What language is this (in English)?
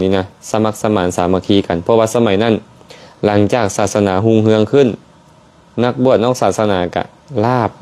Lao